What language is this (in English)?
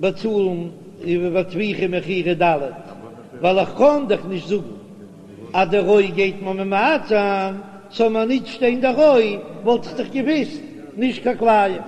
Yiddish